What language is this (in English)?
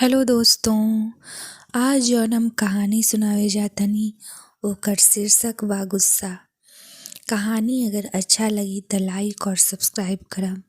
Bhojpuri